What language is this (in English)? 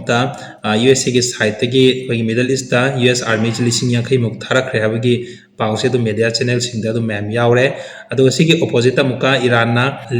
Manipuri